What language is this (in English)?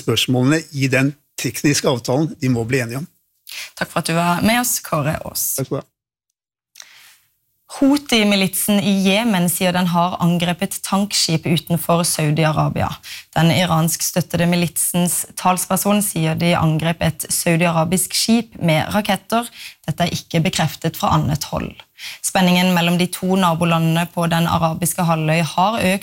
Norwegian